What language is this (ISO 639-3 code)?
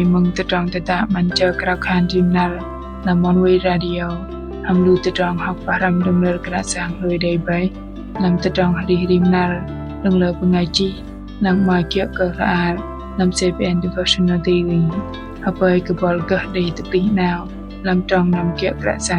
bdq